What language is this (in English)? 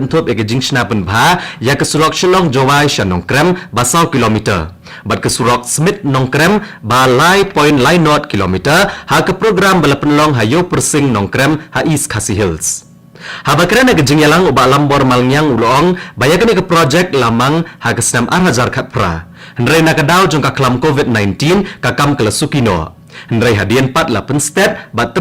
Khasi